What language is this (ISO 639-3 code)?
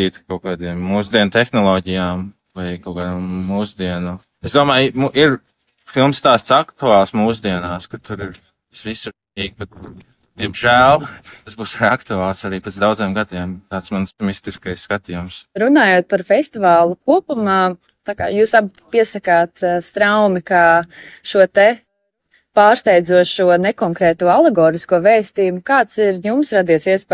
lav